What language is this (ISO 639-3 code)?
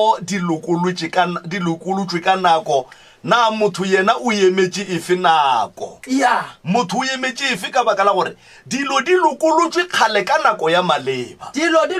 nso